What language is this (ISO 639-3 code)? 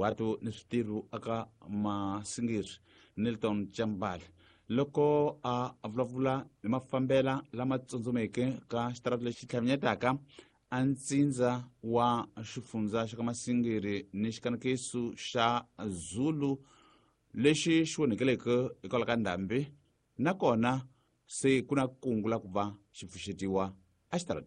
tso